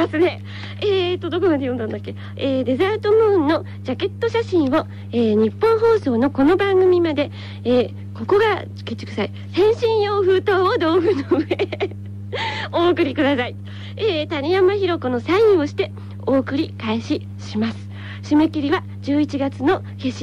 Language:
Japanese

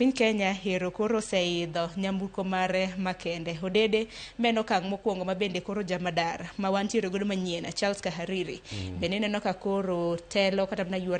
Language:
Luo (Kenya and Tanzania)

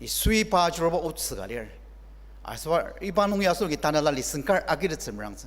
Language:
Ao Naga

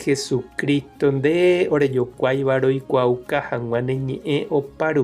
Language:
Guarani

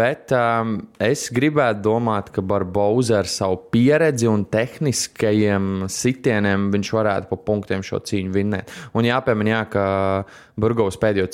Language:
Latvian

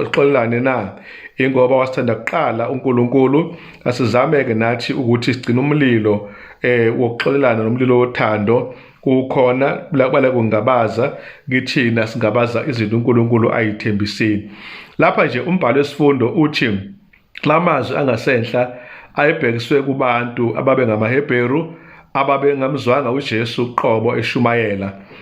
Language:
Zulu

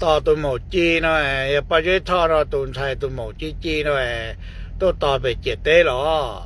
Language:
Hmong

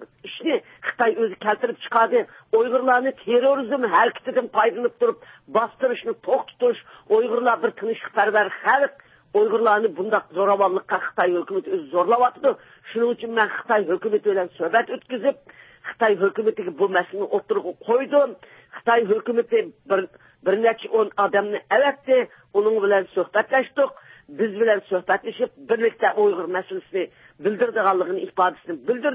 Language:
Uyghur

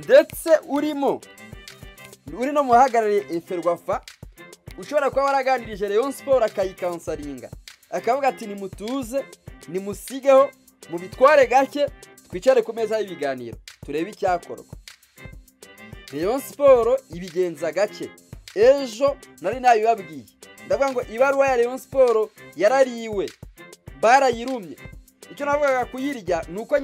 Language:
Kinyarwanda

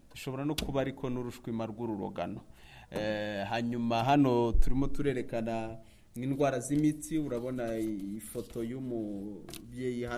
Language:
Kinyarwanda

